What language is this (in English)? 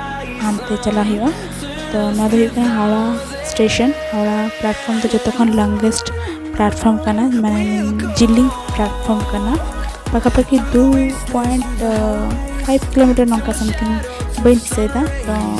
Santali